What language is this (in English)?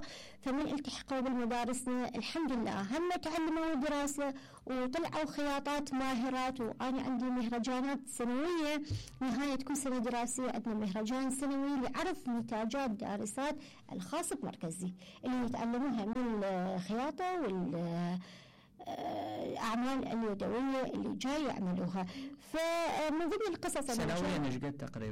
Mesopotamian Arabic